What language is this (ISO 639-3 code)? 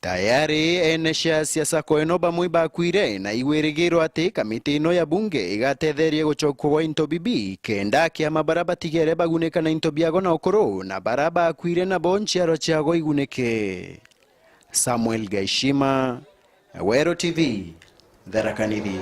mer